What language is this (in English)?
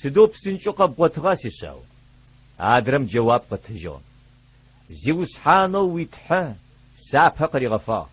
Adyghe